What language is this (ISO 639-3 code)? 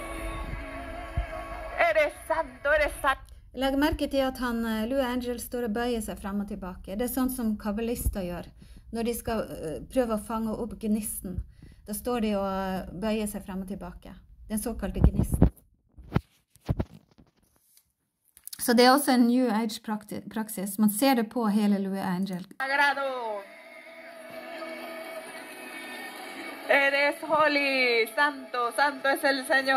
nor